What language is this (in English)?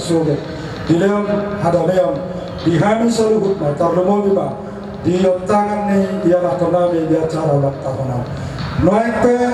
Batak Toba